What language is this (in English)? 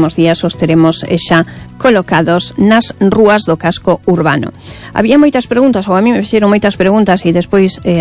Galician